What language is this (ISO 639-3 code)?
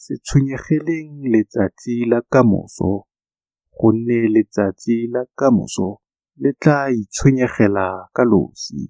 tsn